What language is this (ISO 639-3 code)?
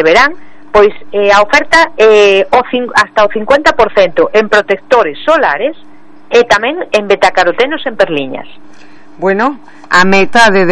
glg